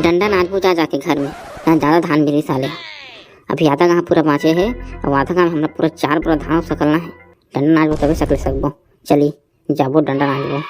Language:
Chhattisgarhi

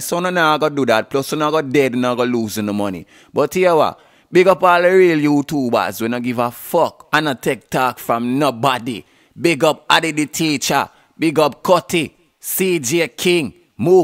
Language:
Jamaican Creole English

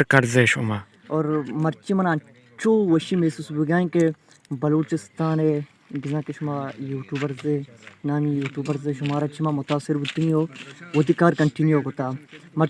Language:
Baluchi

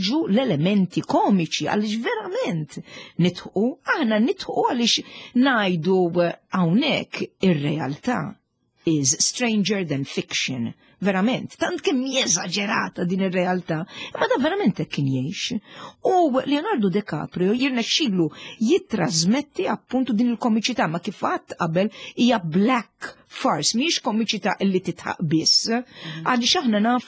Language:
Maltese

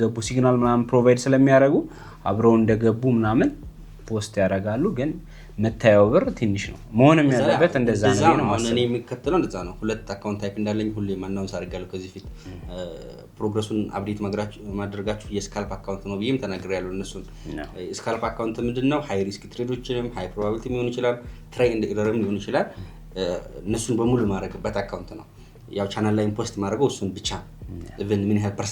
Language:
Amharic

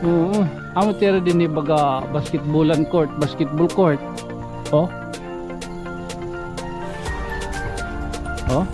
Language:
Waray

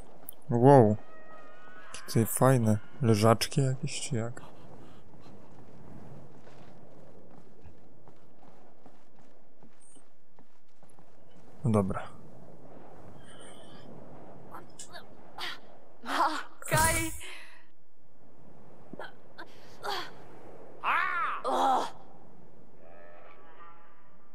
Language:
Polish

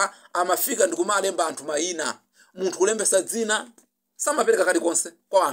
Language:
Nyanja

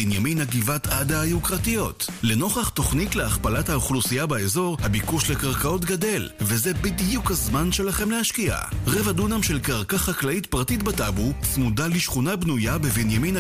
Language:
Hebrew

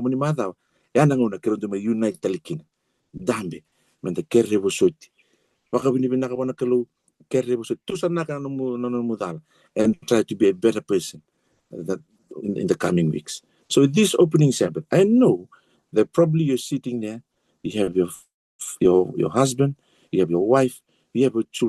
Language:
Fijian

